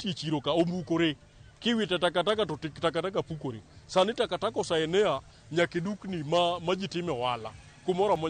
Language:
Luo (Kenya and Tanzania)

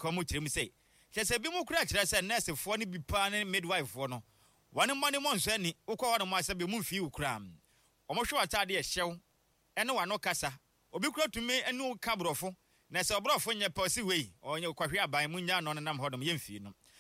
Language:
Akan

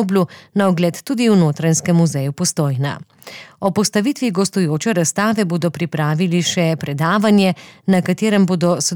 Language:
Slovenian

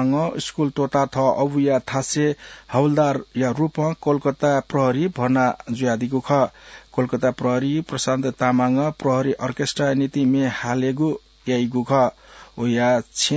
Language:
Newari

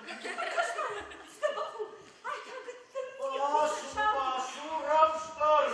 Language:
Ossetic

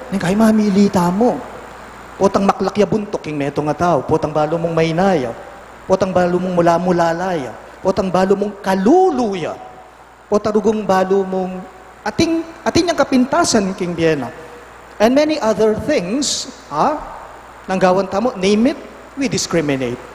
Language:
Pampanga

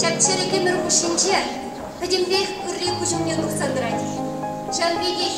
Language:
Chuvash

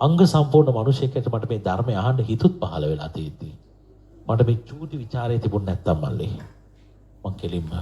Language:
Sinhala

